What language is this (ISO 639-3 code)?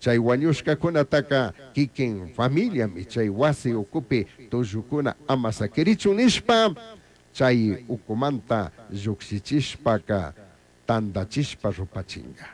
qug